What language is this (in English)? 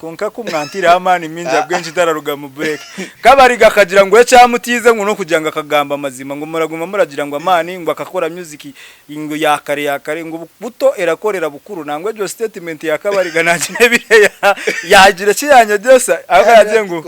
Nyankole